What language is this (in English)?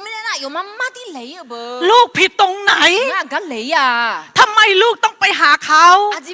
Akha